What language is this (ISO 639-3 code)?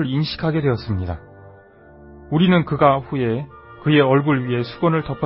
kor